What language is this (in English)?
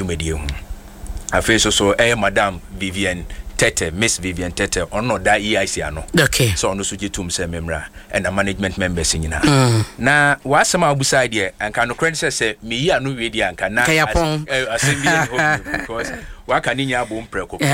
Akan